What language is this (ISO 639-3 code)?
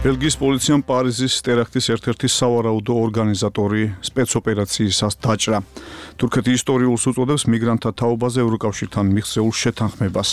kat